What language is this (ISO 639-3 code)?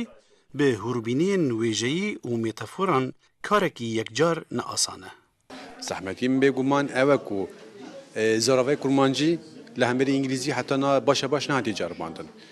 kur